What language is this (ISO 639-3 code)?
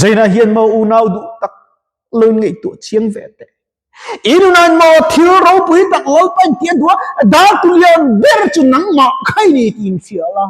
lus